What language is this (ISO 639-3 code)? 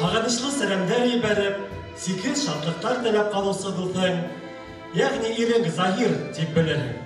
bak